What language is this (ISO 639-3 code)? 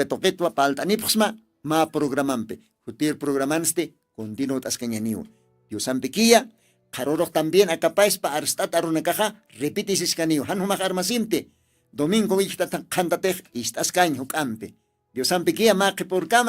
aym